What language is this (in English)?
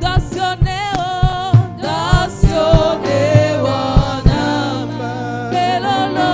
Ewe